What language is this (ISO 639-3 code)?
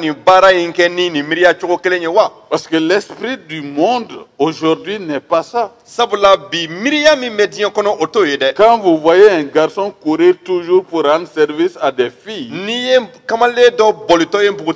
bam